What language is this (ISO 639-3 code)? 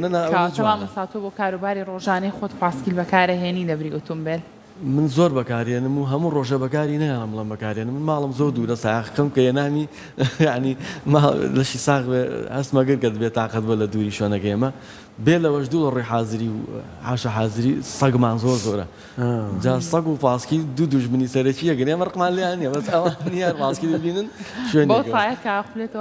ckb